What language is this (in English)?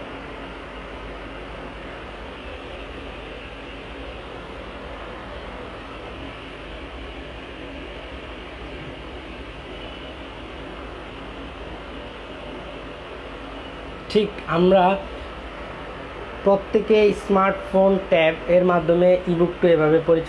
Bangla